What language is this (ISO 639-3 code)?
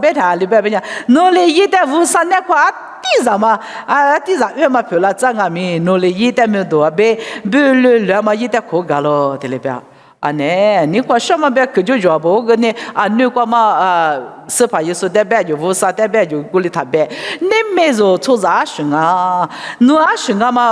lis